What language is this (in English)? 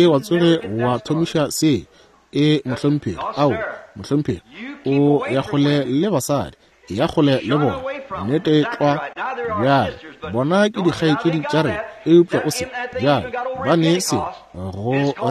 Northern Sotho